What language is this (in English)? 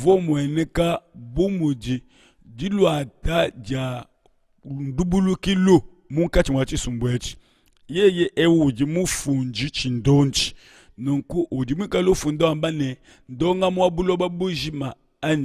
Luba-Lulua